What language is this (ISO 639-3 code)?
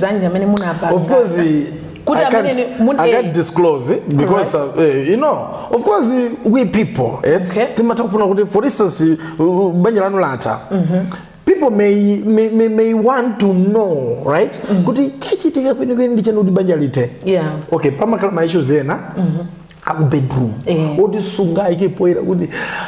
nya